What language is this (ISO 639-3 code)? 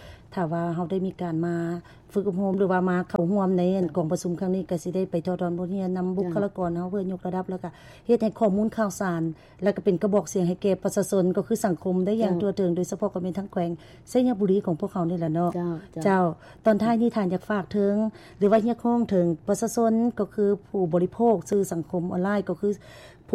lao